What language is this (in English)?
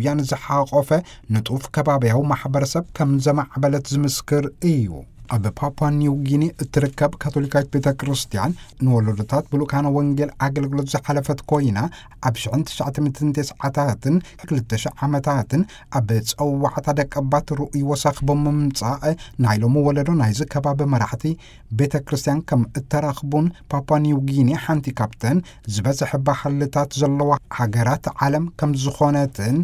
Tigrinya